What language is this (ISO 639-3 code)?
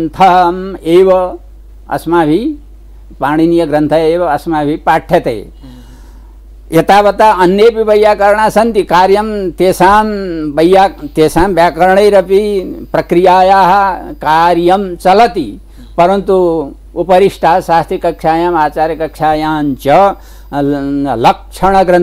san